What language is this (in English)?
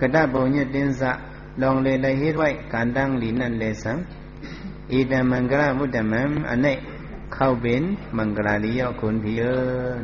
Shan